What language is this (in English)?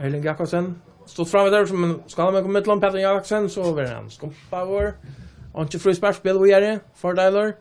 Faroese